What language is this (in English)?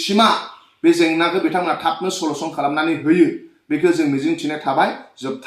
Bodo